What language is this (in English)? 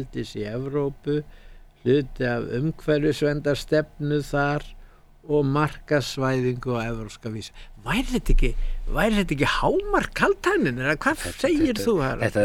Icelandic